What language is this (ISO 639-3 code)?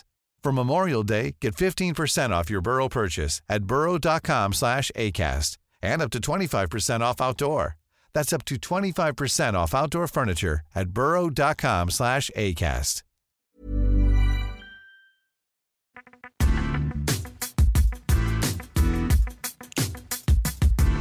dan